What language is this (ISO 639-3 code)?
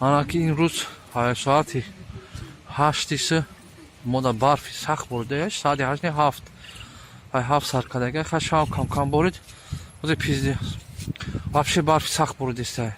tgk